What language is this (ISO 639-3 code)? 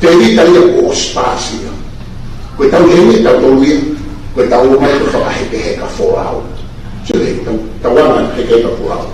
ton